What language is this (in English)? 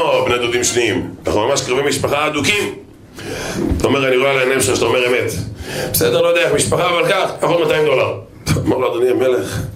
Hebrew